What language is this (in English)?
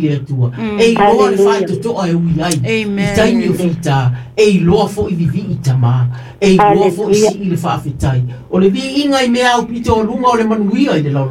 Samoan